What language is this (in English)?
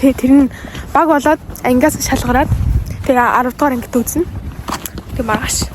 Mongolian